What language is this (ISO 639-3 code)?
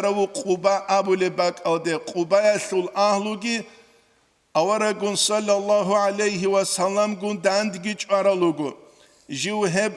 ava